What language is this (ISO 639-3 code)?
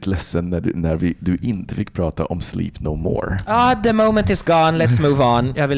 swe